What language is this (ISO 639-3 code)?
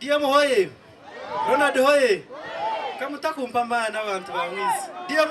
nyn